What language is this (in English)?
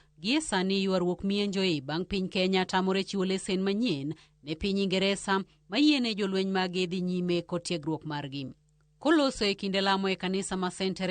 Luo (Kenya and Tanzania)